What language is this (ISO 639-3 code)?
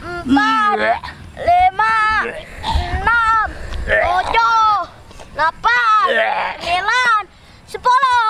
bew